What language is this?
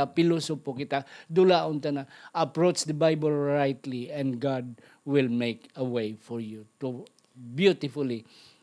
Hiligaynon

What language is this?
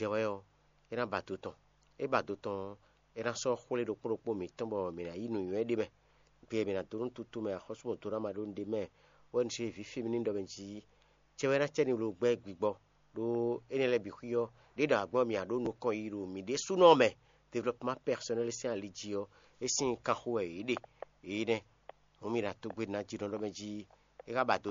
Fon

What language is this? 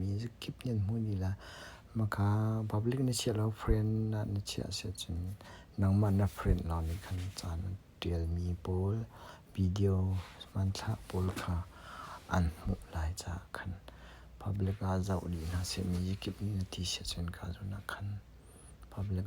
Hakha Chin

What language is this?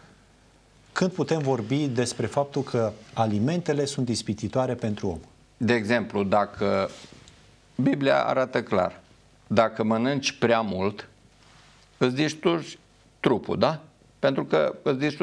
Romanian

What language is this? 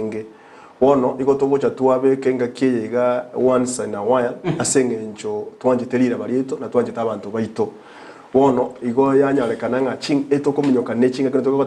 Gusii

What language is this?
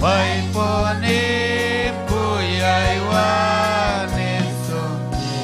Ayacucho Quechua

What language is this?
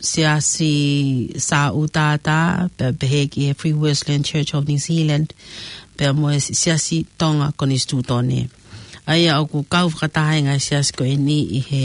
Tongan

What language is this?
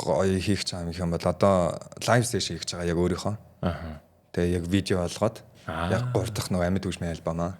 Mongolian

